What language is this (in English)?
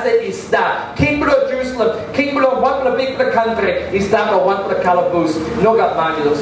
Tok Pisin